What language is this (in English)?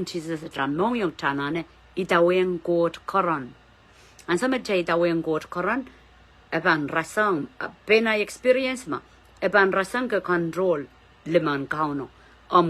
Pohnpeian